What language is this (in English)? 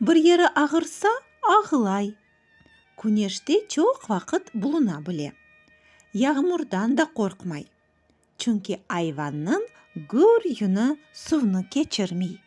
Crimean Tatar